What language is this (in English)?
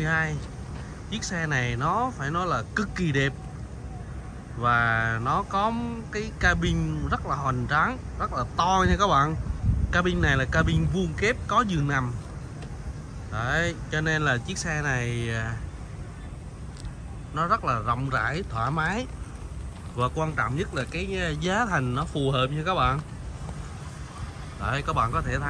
Vietnamese